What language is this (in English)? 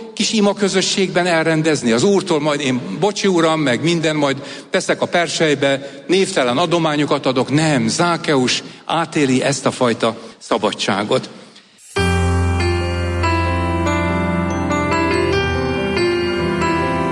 Hungarian